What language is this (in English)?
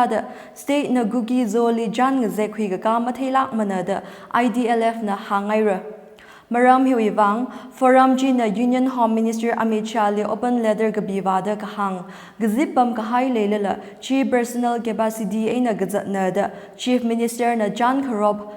Tangkhul Naga (India)